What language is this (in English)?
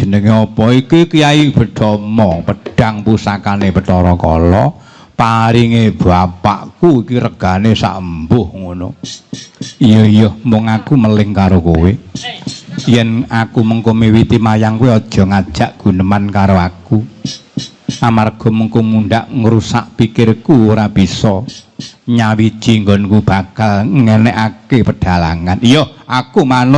Javanese